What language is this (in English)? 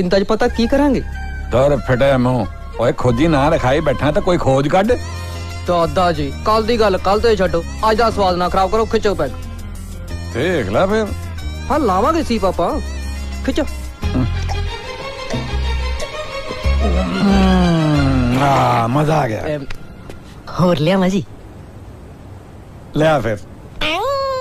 Punjabi